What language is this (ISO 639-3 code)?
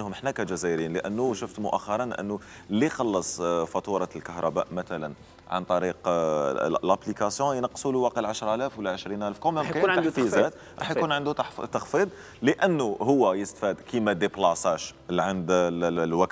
arq